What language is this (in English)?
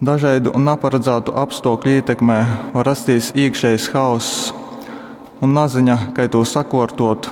Latgalian